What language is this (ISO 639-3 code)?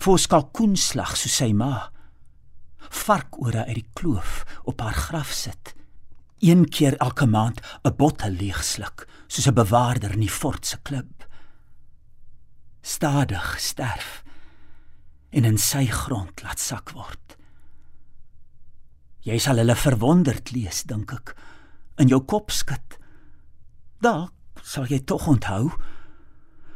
afr